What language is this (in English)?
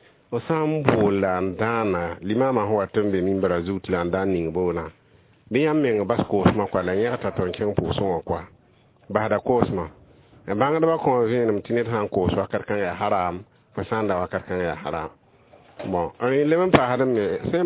Mossi